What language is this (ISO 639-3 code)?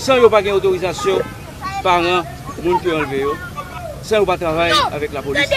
hat